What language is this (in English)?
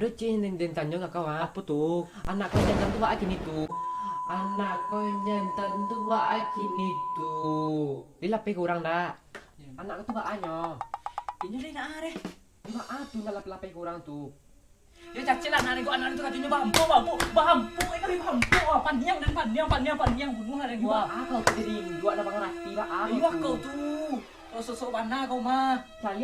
Minangkabau